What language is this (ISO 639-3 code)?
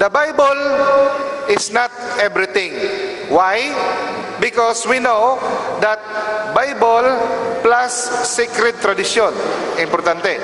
ceb